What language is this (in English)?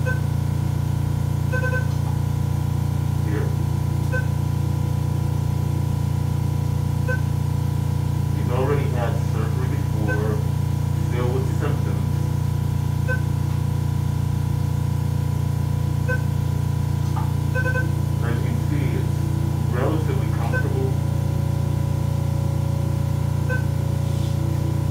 English